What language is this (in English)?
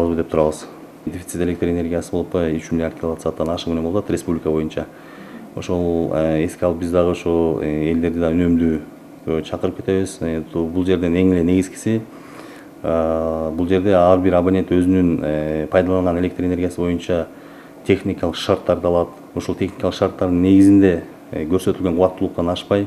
Kyrgyz